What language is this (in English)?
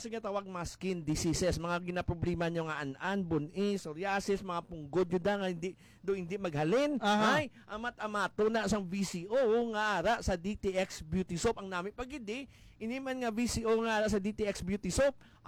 Hiligaynon